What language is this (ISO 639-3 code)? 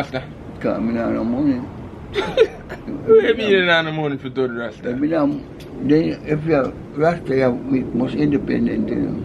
jam